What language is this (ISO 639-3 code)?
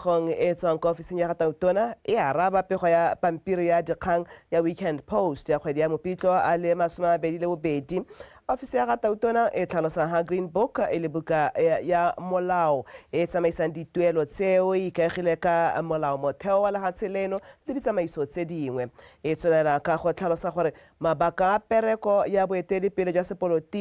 tsn